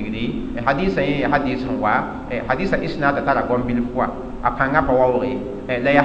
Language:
Mossi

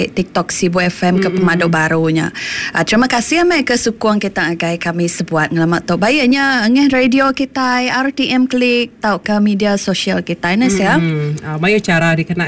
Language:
Iban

